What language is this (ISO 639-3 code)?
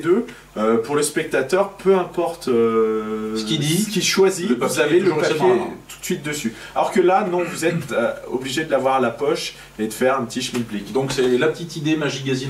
fra